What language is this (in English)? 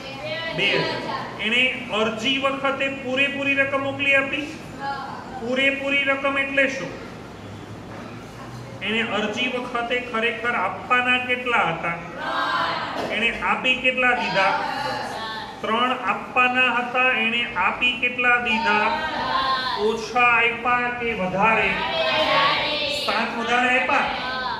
Gujarati